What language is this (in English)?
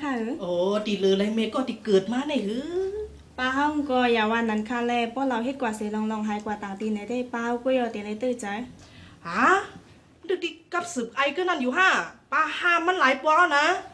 Shan